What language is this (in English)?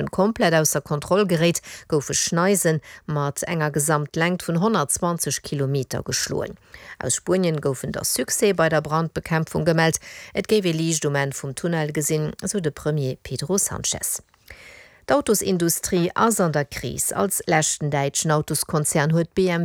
Luxembourgish